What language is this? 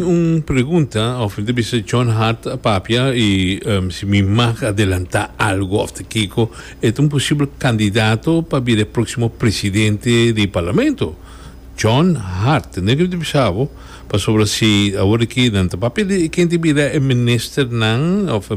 Papiamento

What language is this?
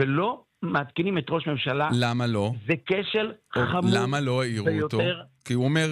Hebrew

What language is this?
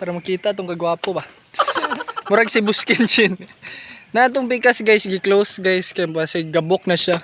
Cebuano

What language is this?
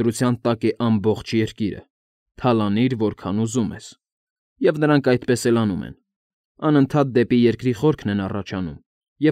Armenian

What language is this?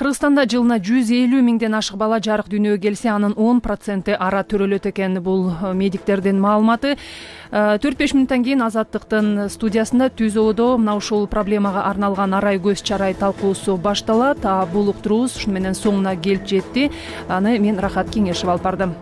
Kyrgyz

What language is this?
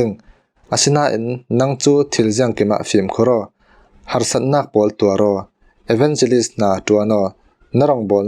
Falam Chin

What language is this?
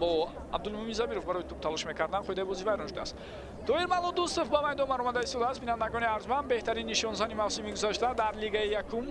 Tajik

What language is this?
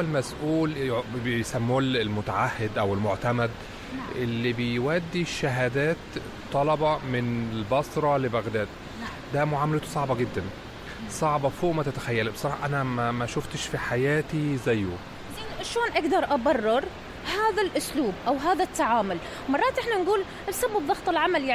Mesopotamian Arabic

